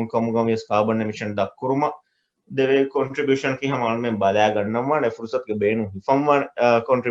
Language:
Divehi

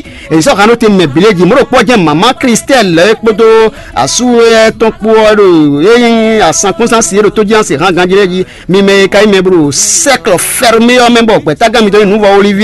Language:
Fon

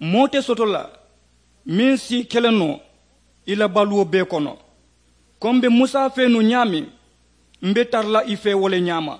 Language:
Mandingo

